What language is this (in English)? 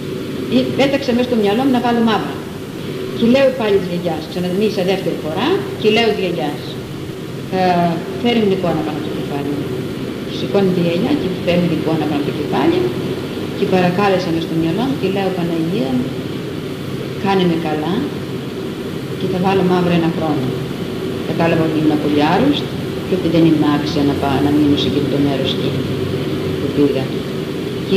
Greek